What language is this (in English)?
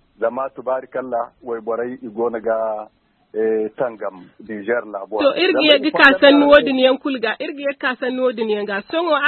Zarma